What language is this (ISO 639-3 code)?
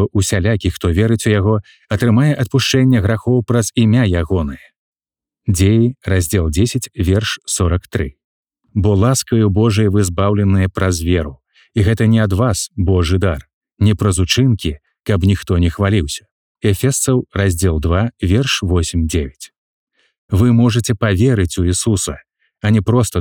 bel